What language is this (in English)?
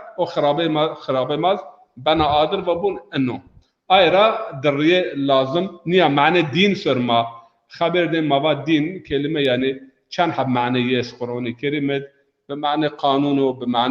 Zaza